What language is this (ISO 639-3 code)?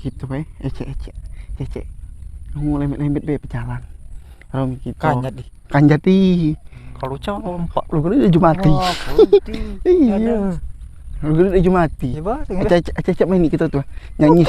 mui